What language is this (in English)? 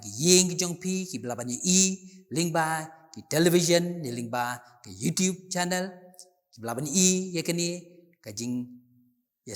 Khasi